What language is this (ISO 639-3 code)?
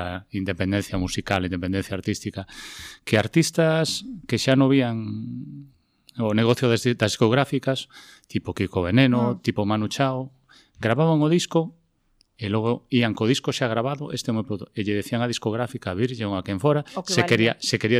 glg